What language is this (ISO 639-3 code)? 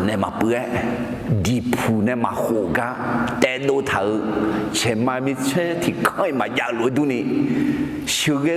ahk